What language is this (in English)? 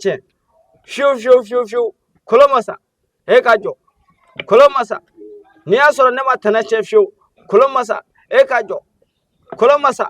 Bambara